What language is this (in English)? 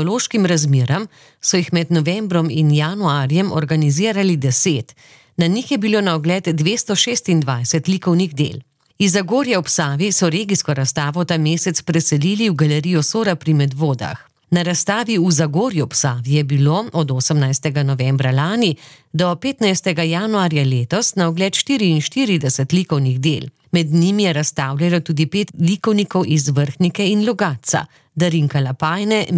Slovenian